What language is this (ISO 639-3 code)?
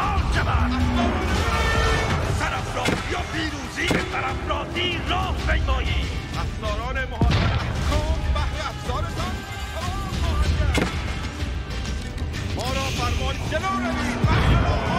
fas